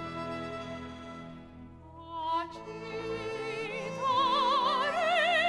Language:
Hungarian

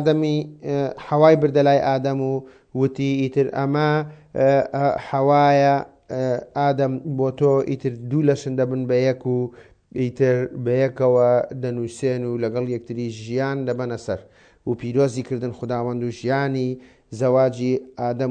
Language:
Central Kurdish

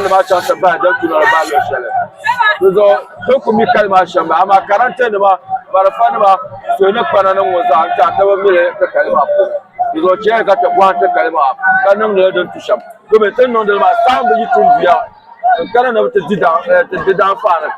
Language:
Dagbani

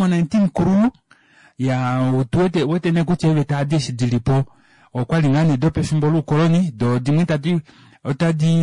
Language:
Kuanyama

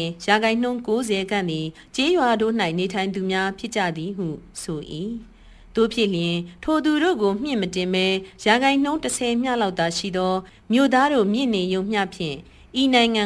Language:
Burmese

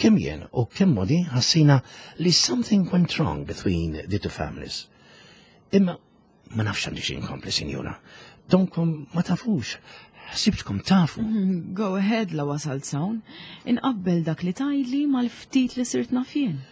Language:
Maltese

